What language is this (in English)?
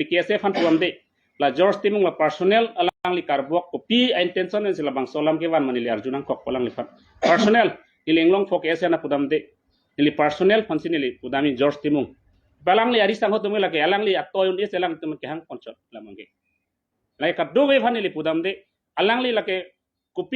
Karbi